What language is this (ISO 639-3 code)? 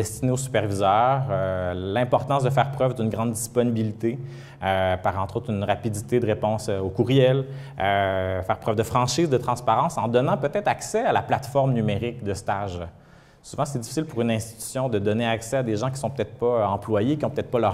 fra